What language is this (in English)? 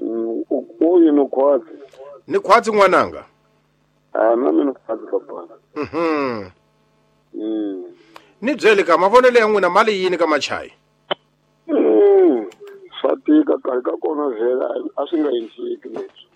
Tsonga